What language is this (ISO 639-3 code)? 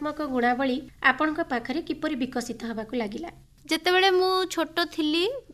ori